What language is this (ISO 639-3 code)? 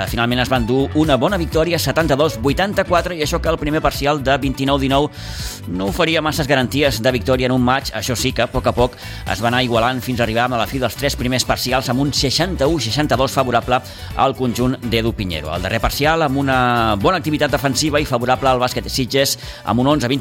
cat